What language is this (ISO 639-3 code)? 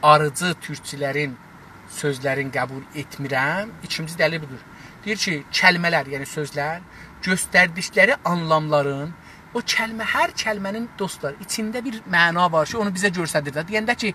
azb